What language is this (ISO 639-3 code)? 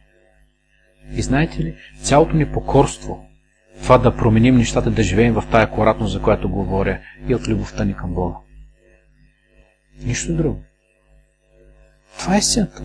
bul